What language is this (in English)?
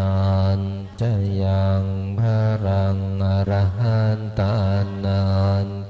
Pali